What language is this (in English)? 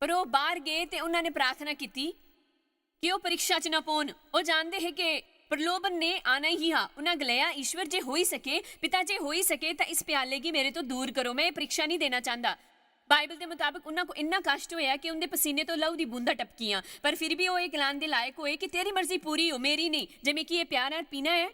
Dogri